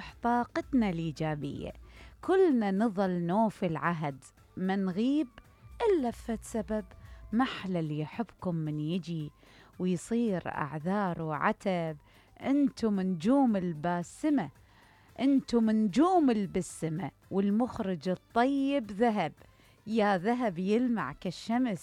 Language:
Mesopotamian Arabic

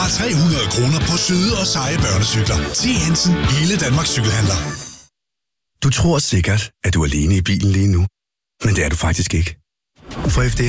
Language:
Danish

